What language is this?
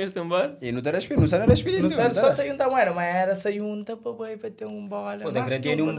Kabuverdianu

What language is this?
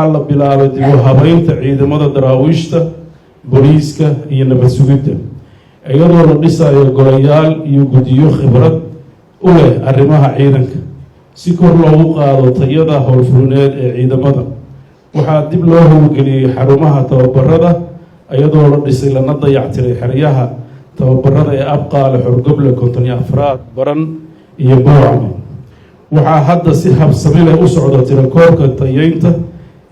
Somali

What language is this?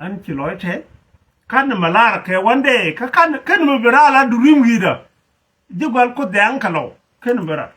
Nuer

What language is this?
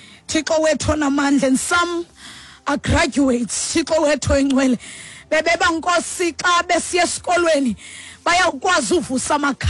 Xhosa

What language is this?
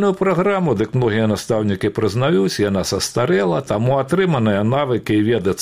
Belarusian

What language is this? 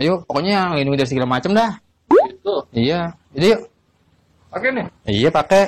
Betawi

